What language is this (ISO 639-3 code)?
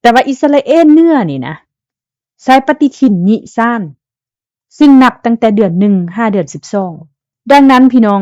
lao